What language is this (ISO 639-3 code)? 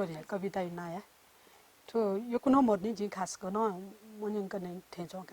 new